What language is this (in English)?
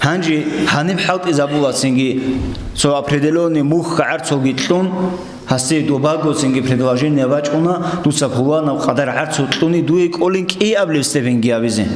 Avaric